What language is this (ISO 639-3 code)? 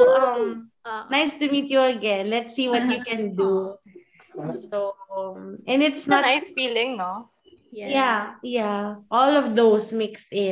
fil